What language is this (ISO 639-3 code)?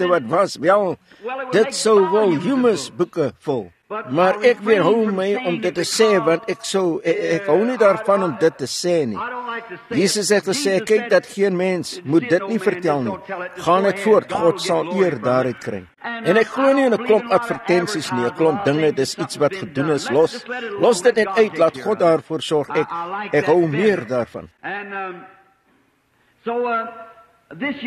afr